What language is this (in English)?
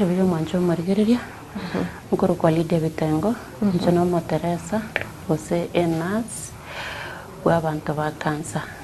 Gusii